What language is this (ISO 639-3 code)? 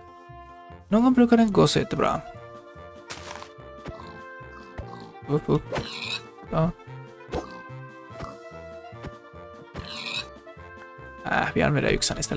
swe